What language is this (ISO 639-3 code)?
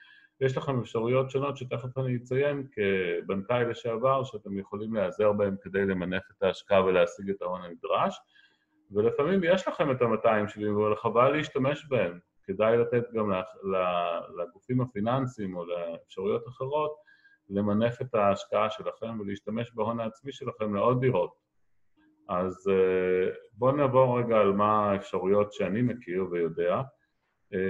heb